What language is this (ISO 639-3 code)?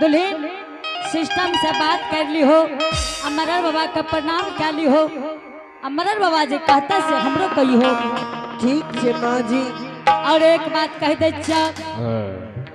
anp